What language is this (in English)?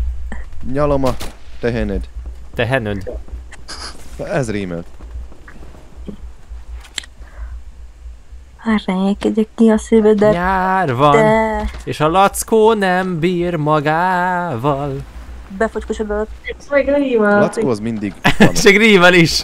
Hungarian